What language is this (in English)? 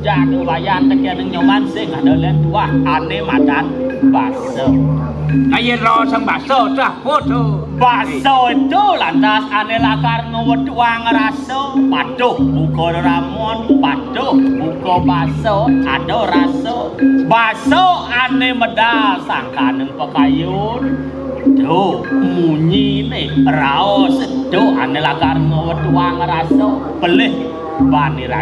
Balinese